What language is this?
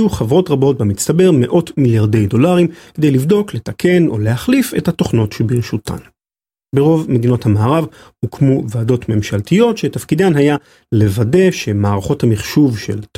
Hebrew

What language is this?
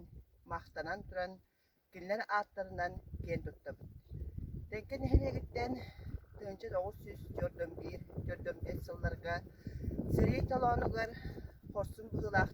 Yakut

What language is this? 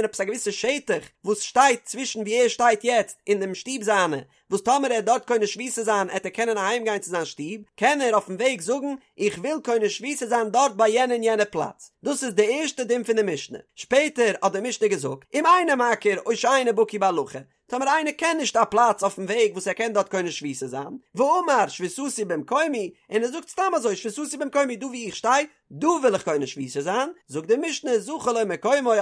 Yiddish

